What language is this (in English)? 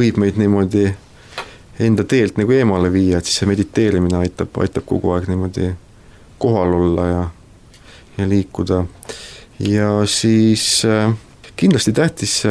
Estonian